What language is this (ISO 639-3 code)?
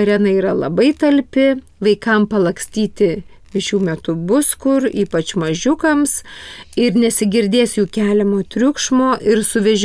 lit